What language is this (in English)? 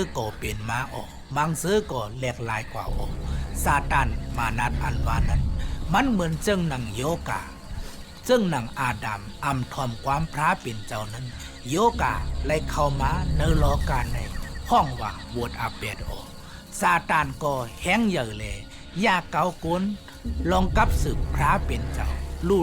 Shan